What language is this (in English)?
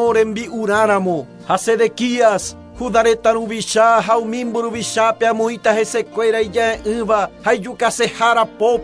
Guarani